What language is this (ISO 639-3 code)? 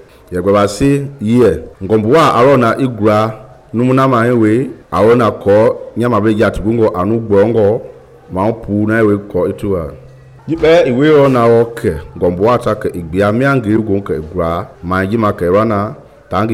men